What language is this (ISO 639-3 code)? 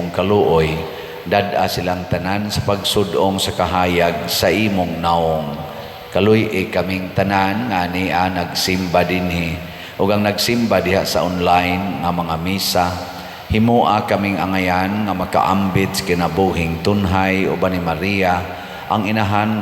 ceb